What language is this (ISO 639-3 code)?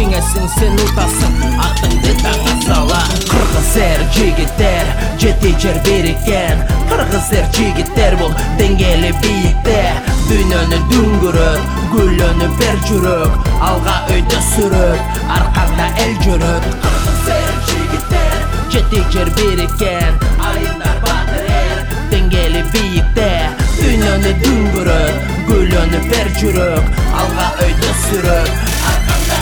kir